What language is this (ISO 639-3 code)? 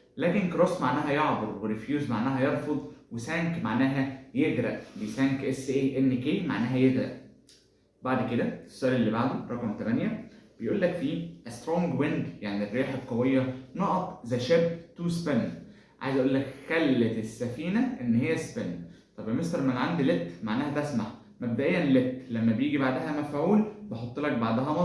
arz